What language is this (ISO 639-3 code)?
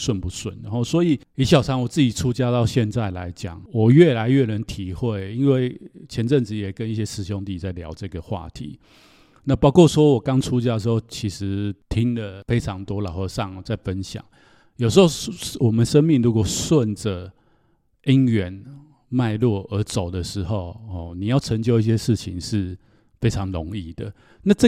zho